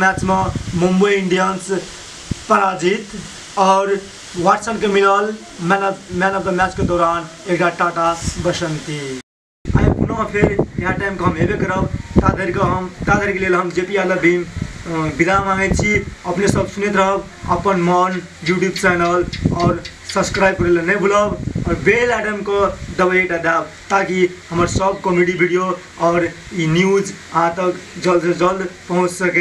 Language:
Maithili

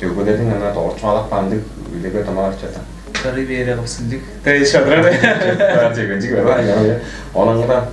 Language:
Tuvinian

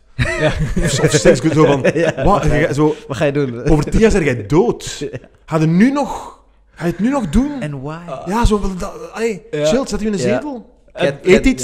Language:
Dutch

